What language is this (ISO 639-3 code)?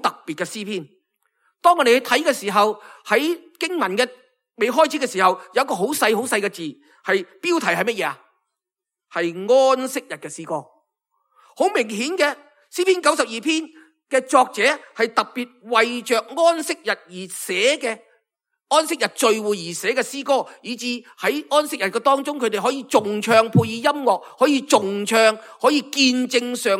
yue